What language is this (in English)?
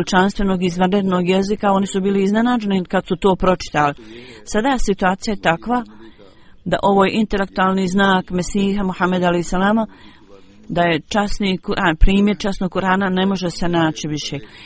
Bosnian